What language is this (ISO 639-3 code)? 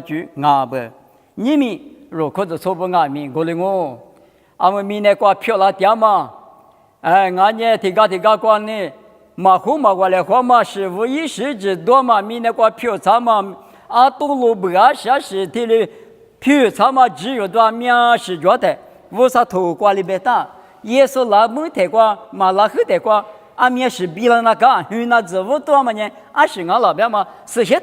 lis